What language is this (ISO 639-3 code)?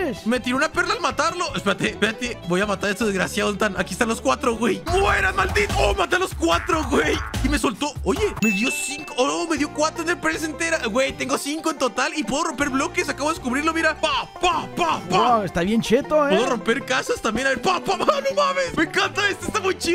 spa